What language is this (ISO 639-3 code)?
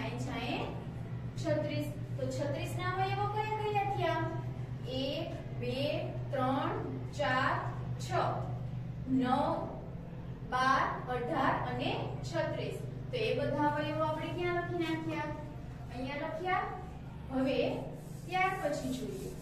guj